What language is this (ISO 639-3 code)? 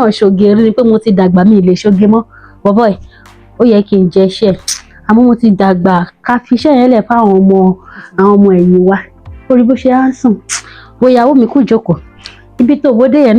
yor